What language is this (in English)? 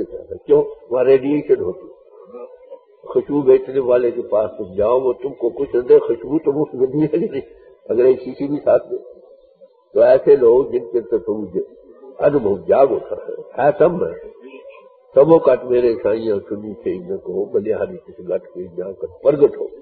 Urdu